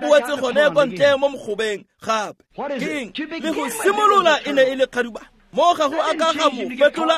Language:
Tswana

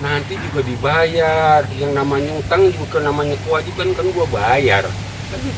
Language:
Betawi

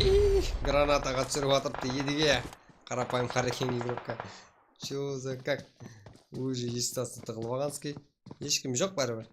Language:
Kara-Kalpak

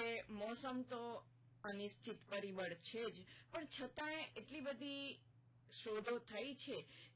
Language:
Gujarati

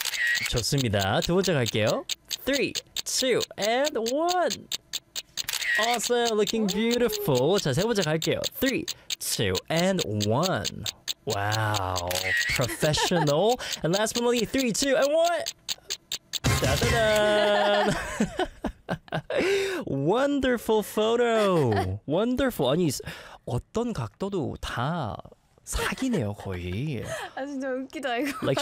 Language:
Korean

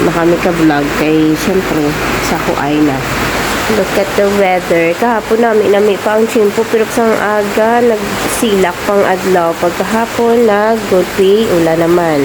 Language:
Hiligaynon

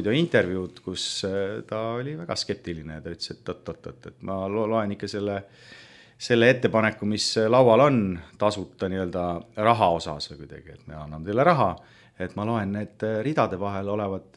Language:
Estonian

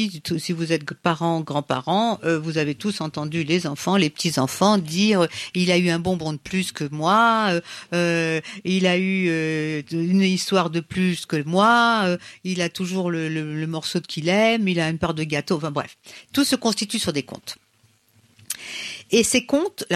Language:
French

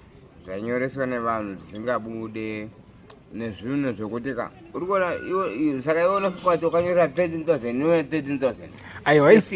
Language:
Shona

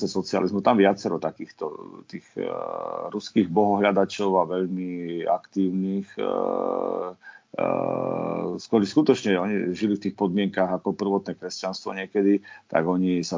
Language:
Slovak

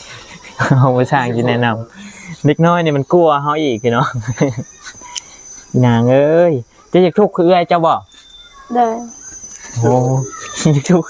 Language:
Lao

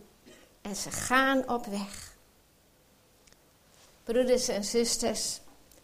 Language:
Dutch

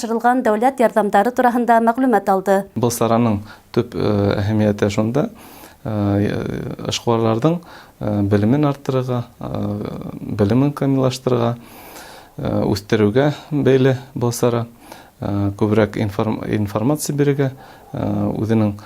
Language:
Bashkir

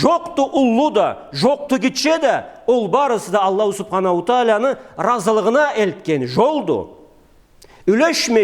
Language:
Karachay-Balkar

